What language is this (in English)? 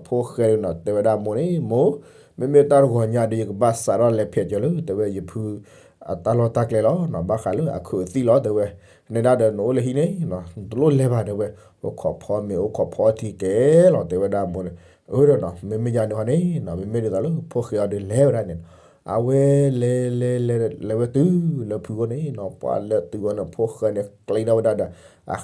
S'gaw Karen